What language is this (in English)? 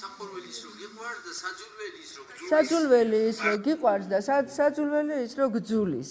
Georgian